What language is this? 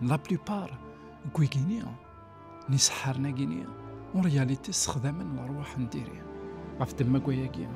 Kabyle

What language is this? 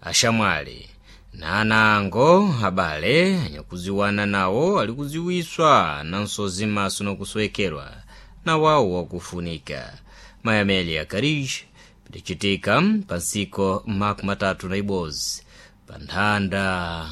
Sena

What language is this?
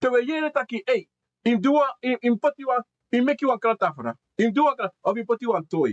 Sranan Tongo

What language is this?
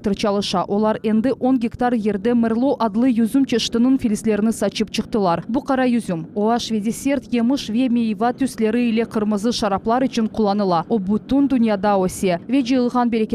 Crimean Tatar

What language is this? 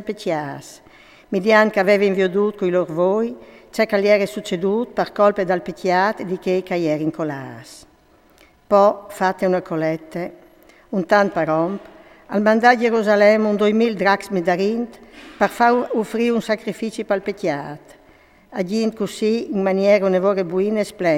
Friulian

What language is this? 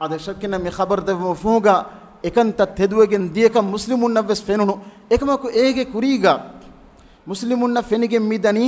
Divehi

